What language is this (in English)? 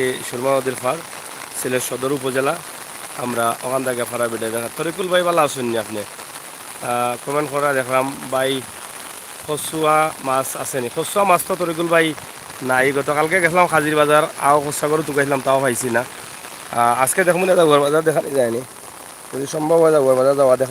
Sylheti